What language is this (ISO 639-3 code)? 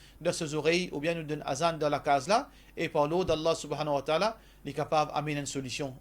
mfe